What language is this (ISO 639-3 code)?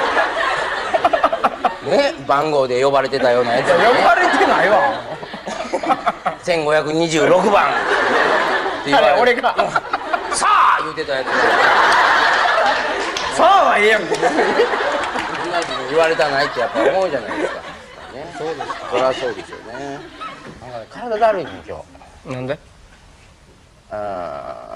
jpn